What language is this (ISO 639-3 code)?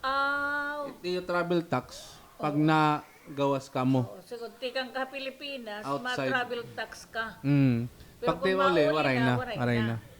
war